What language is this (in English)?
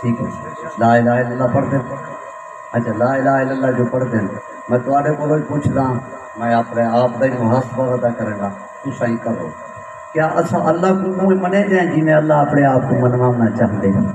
Saraiki